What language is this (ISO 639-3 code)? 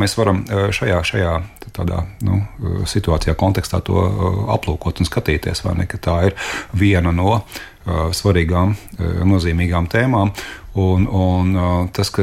lav